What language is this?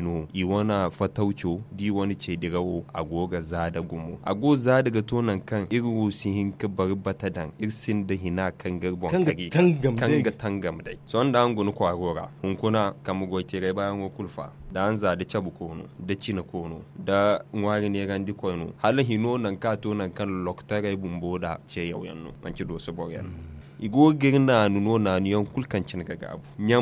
Zarma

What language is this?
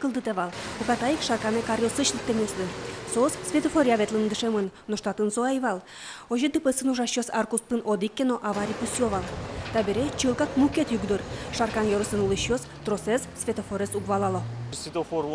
Udmurt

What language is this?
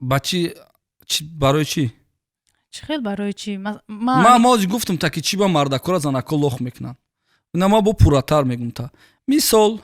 Tajik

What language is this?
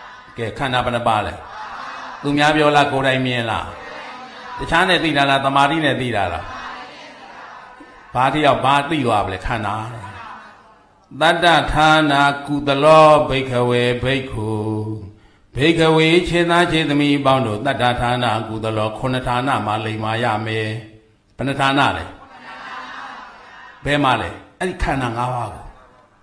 Burmese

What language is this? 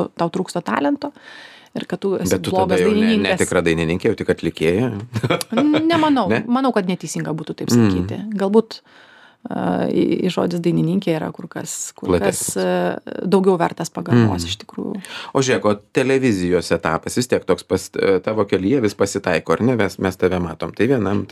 Lithuanian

